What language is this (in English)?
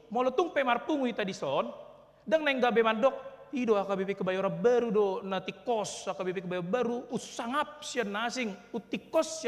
Batak Toba